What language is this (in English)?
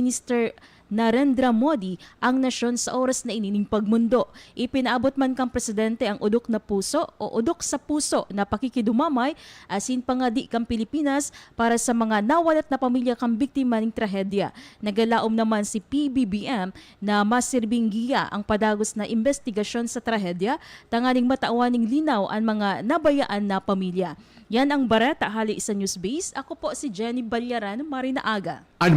Bikol